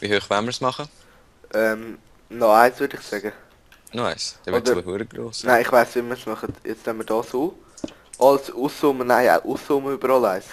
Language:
Swiss German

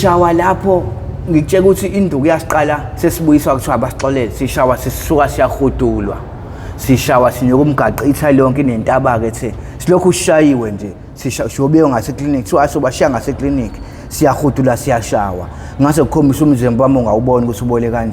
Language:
Zulu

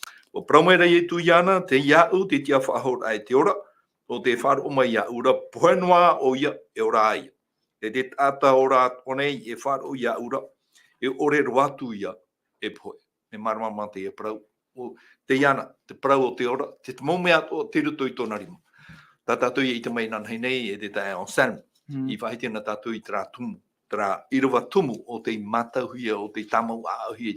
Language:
Tahitian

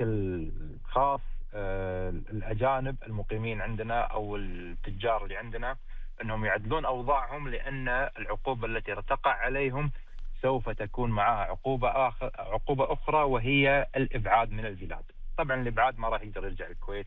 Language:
Arabic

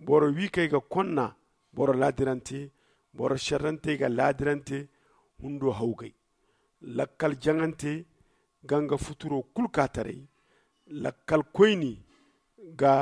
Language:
Zarma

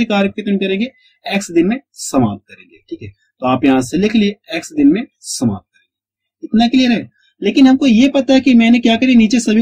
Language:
Hindi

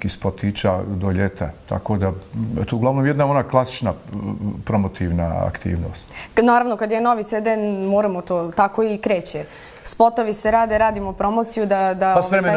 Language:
Bosnian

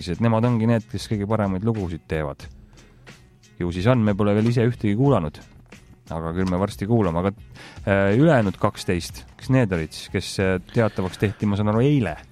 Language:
Estonian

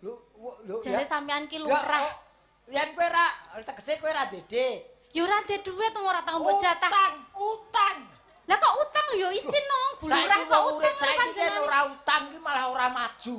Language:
Javanese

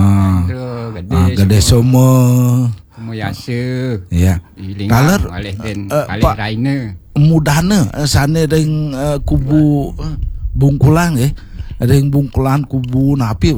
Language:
Balinese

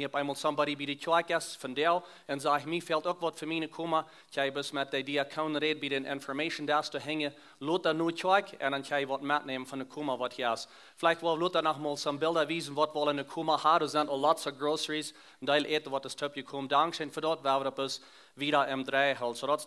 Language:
Plautdietsch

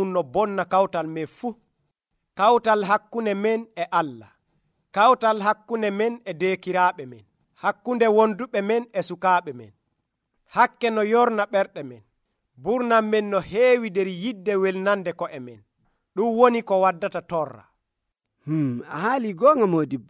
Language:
Nigerian Fulfulde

